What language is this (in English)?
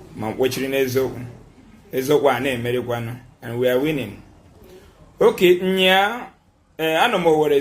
Igbo